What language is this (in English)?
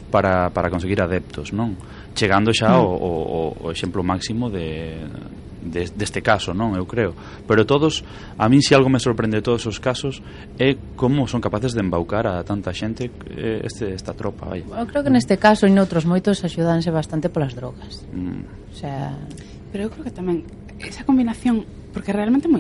Galician